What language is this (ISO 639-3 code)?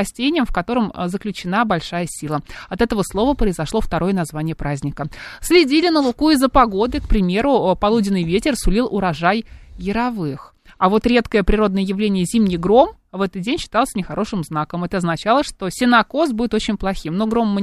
rus